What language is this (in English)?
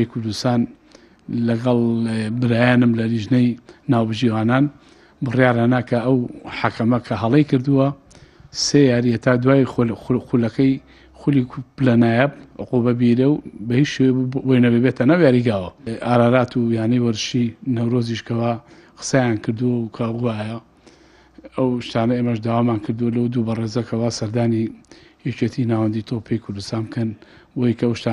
Central Kurdish